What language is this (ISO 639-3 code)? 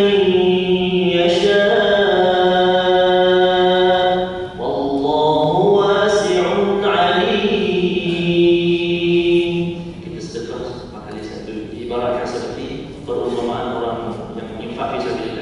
msa